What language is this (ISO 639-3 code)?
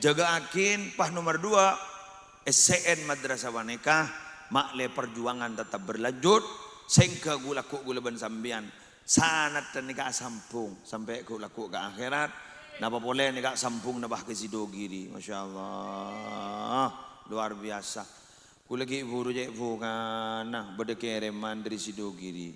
mad